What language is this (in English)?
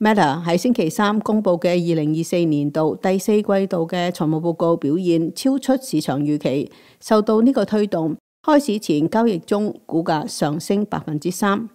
Cantonese